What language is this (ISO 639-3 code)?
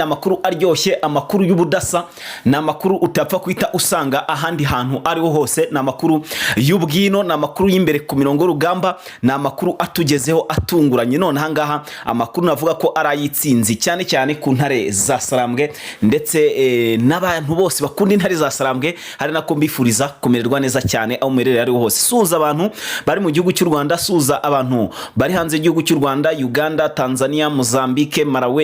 kin